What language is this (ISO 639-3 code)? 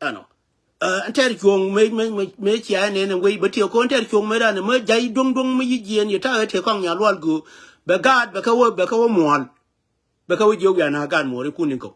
nus